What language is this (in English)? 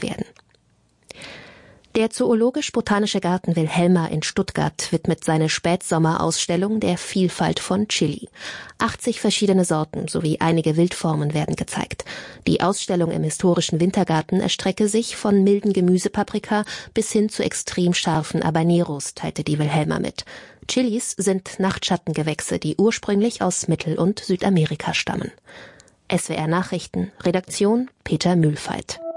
German